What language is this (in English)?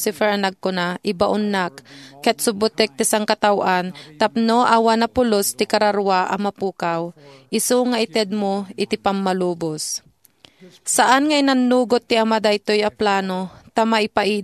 Iloko